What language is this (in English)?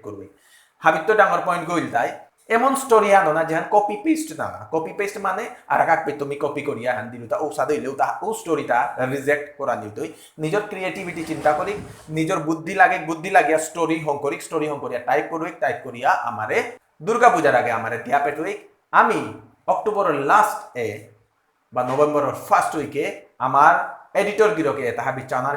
Bishnupriya